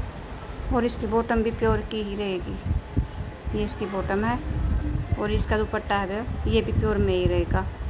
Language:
Hindi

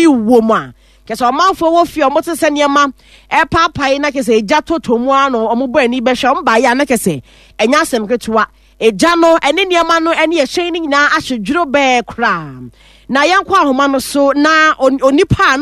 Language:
Akan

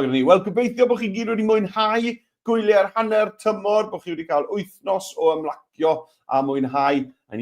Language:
Welsh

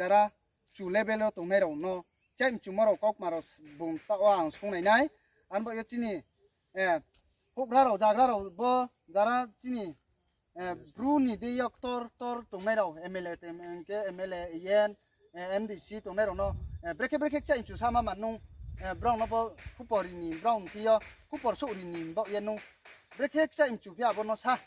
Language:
Riang (India)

